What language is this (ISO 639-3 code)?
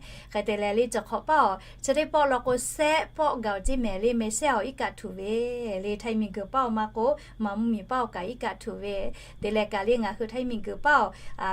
lhu